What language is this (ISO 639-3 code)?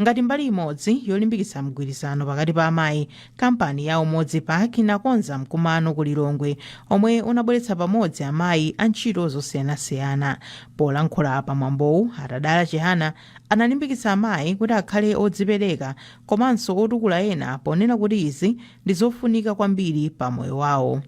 nya